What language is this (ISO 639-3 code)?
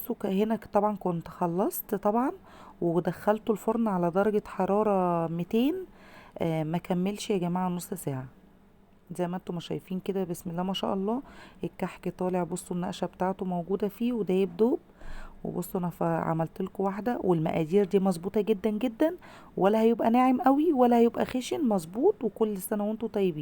arz